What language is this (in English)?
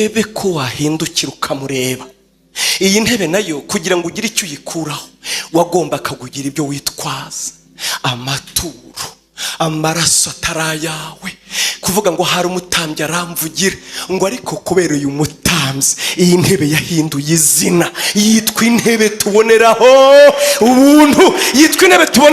Kinyarwanda